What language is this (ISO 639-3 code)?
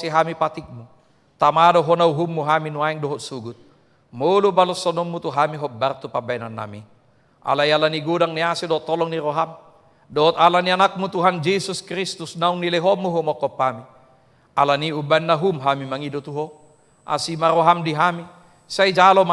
bbc